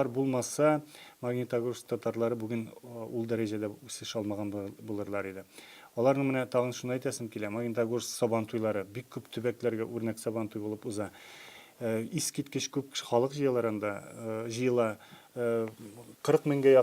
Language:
Tatar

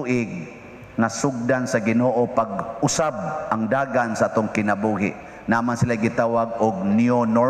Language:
Cebuano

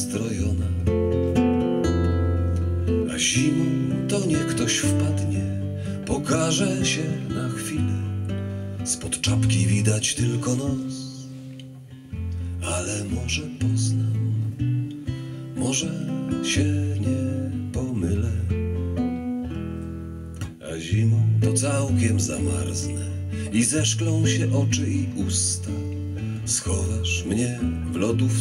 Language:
Polish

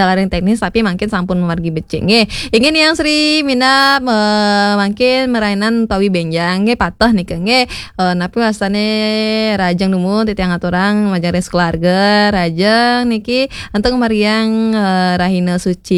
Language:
Balinese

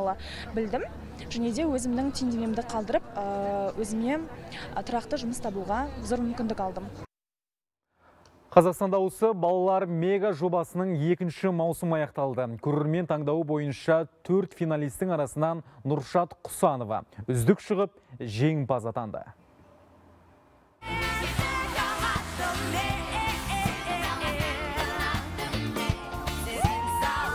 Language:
Kazakh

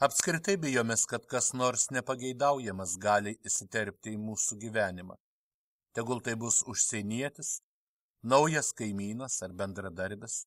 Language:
Lithuanian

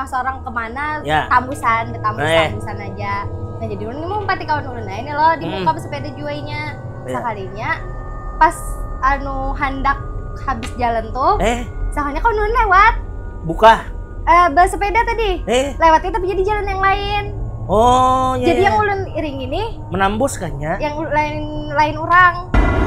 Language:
Banjar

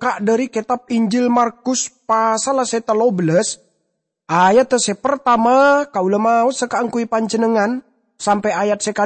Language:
Madurese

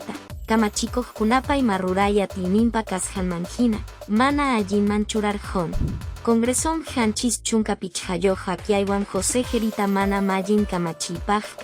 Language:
Quechua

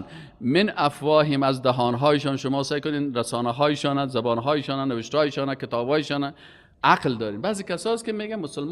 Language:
Persian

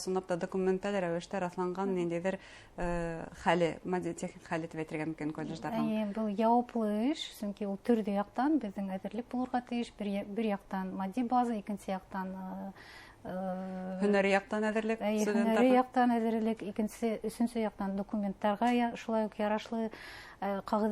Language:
Bashkir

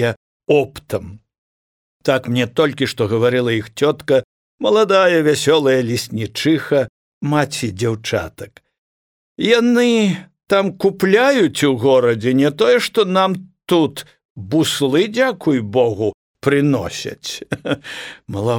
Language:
Belarusian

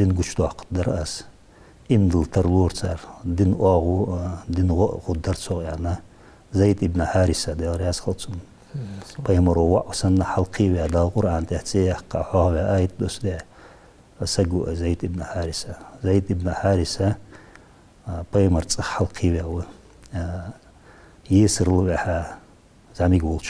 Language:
Ingush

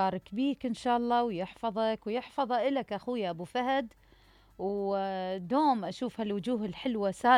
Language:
Mesopotamian Arabic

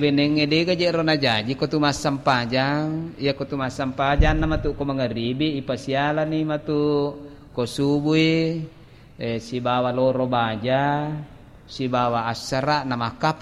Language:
Buginese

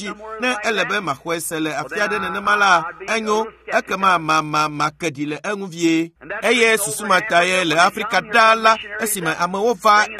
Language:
Ewe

